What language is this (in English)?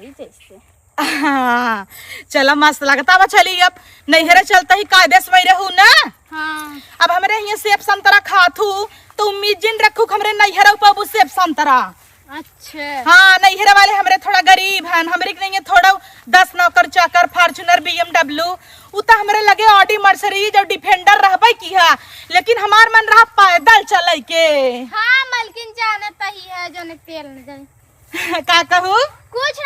Awadhi